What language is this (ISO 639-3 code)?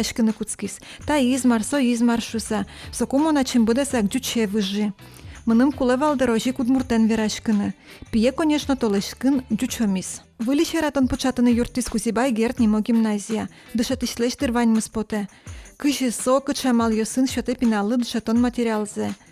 udm